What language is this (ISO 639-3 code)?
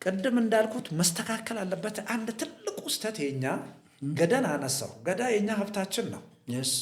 amh